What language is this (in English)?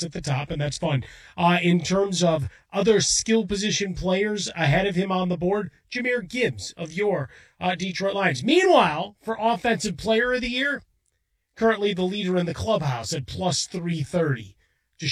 English